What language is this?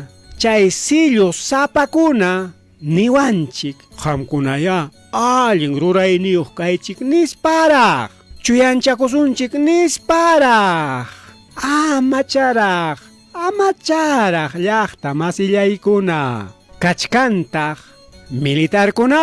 Ayacucho Quechua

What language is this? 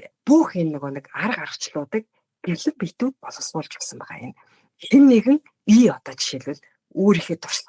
Mongolian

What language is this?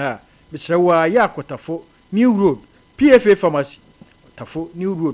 Akan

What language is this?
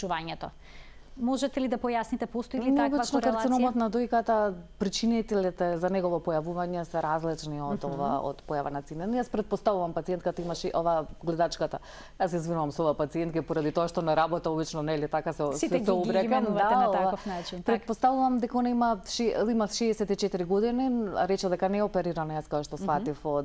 Macedonian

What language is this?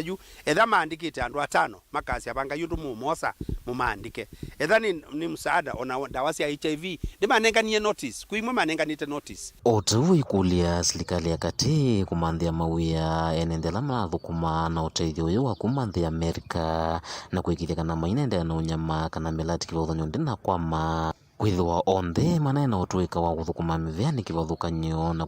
Kamba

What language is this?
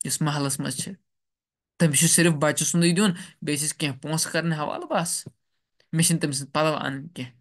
Kashmiri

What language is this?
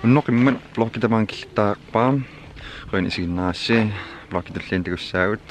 Kalaallisut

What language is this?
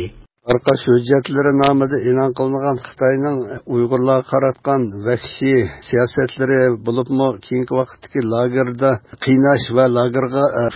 Uyghur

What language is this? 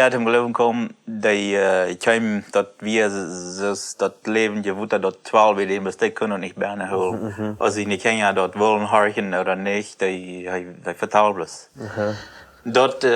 Plautdietsch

